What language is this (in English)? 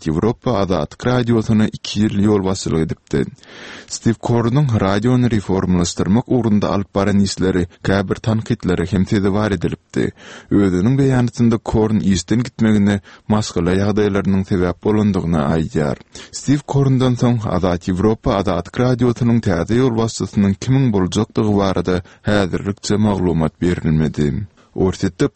Turkmen